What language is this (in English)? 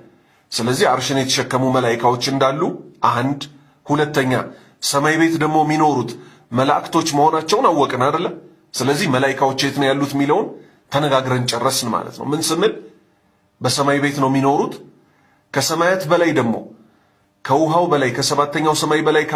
Amharic